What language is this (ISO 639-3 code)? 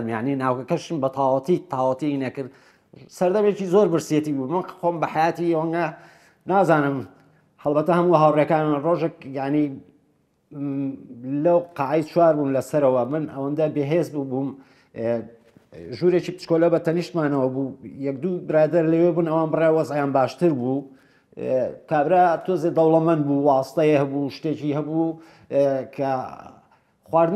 ckb